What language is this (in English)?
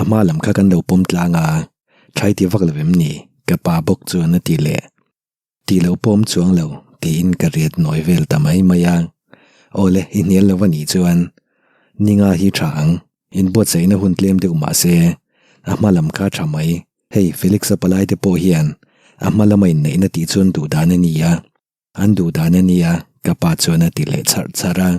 Mizo